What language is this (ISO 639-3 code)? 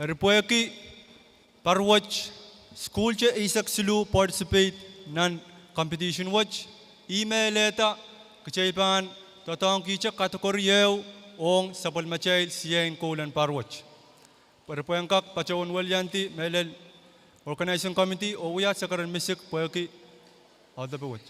pon